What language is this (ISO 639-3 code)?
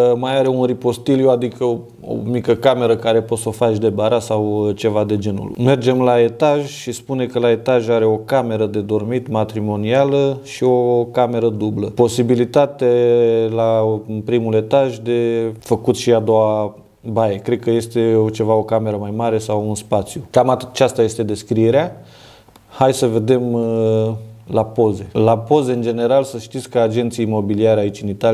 ron